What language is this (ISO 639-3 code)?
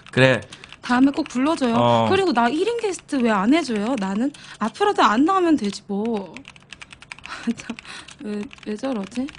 kor